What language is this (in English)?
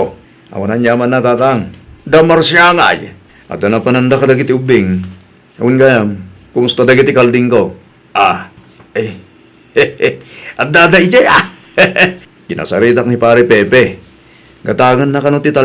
Iloko